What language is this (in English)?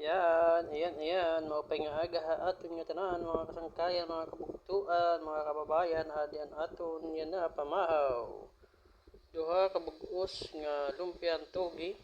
Waray